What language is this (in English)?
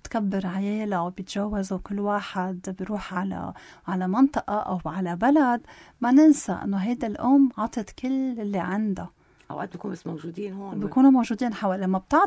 North Levantine Arabic